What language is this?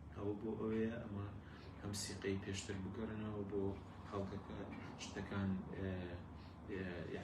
Central Kurdish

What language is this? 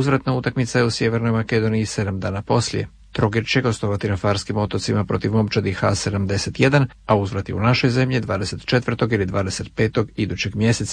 Croatian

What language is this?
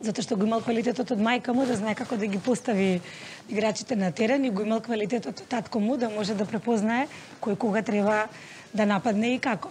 Macedonian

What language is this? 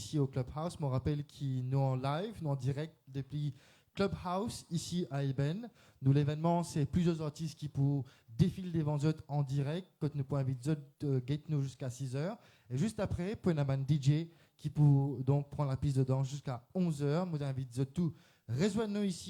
Morisyen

